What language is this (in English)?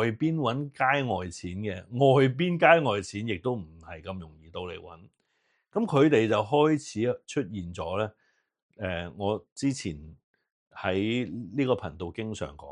Cantonese